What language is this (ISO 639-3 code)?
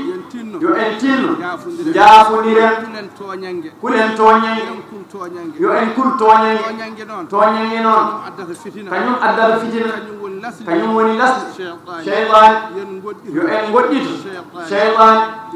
ful